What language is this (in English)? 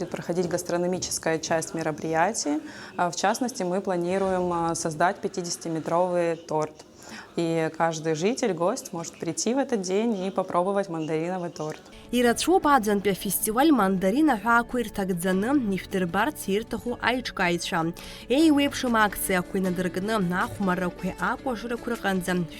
Abkhazian